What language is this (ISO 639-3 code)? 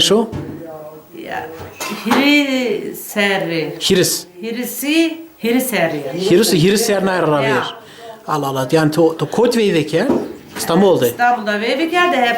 zza